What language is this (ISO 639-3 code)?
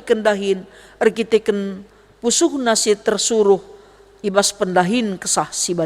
btx